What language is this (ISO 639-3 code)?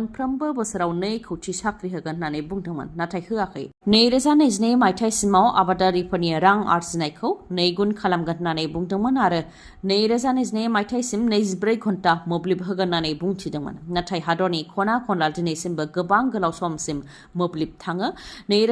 brx